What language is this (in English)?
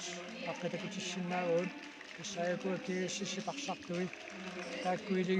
Kalaallisut